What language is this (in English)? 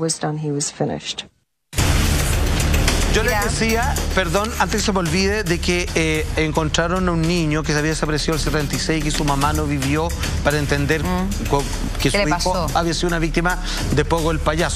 Spanish